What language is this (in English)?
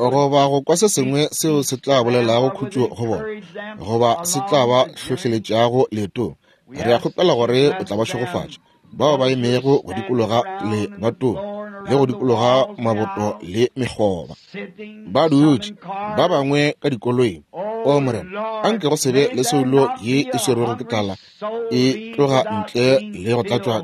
Northern Sotho